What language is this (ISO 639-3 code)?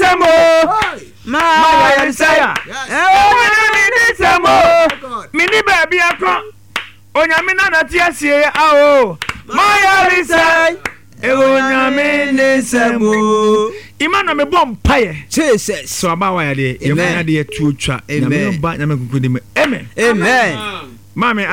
aka